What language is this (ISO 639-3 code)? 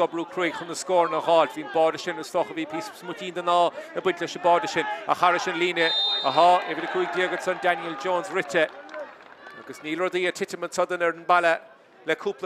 gle